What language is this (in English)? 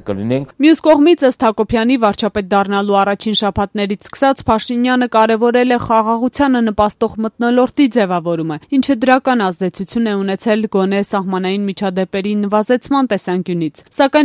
Armenian